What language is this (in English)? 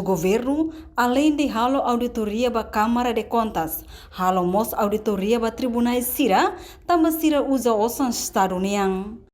Tetum